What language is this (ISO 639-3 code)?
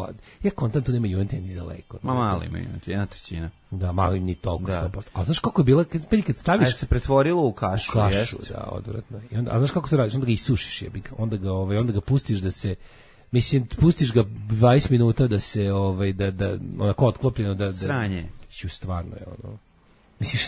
srp